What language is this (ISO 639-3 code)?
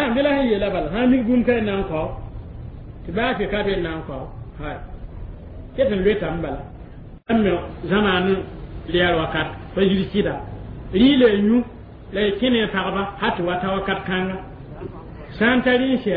mos